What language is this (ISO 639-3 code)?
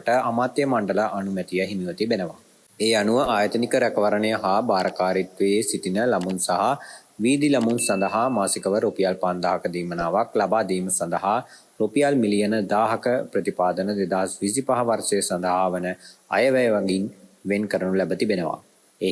sin